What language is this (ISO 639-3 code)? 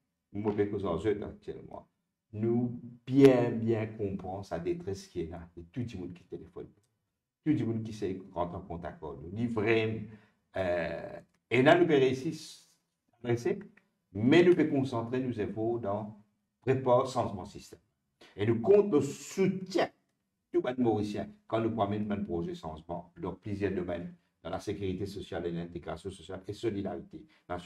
mfe